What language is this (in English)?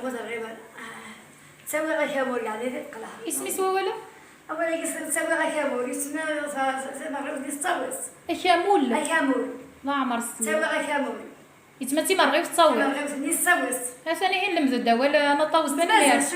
Kabyle